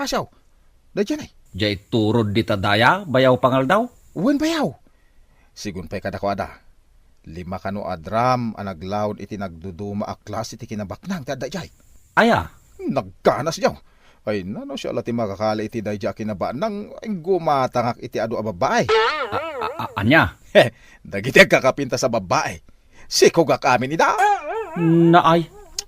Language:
Iloko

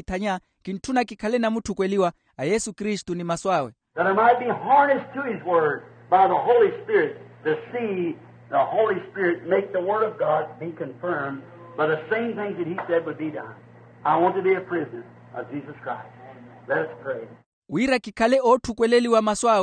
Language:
Makhuwa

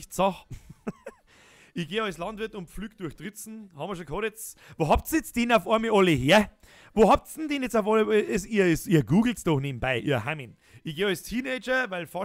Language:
Bavarian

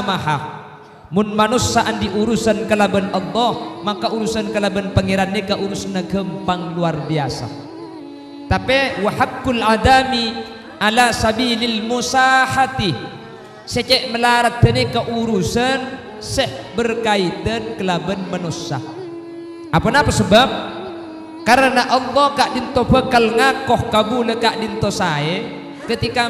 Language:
Madurese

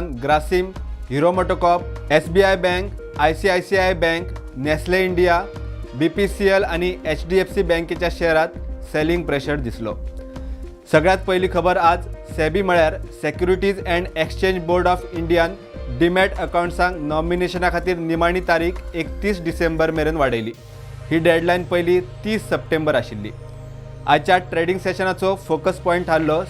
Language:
Konkani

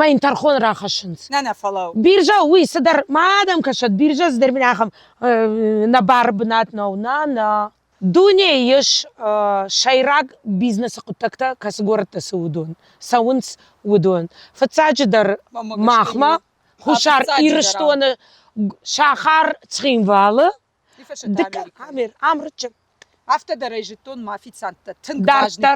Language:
Ossetic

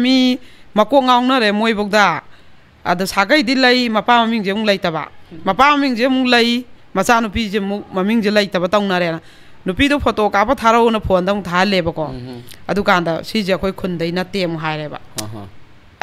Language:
Manipuri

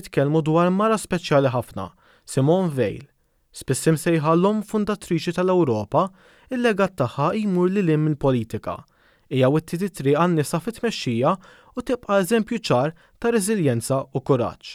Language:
Maltese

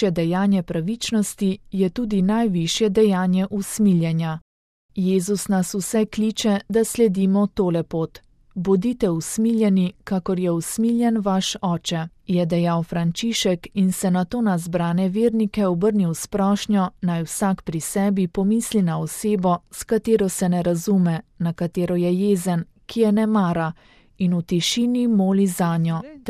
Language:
Slovenian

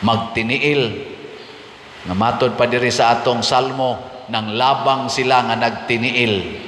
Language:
Cebuano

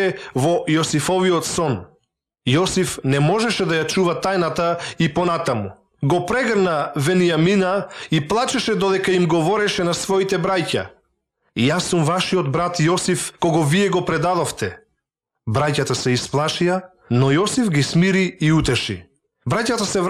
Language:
Macedonian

